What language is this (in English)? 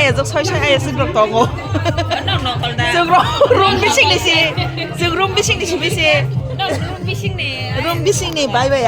Kok Borok